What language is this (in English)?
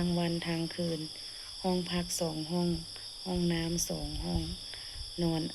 Lao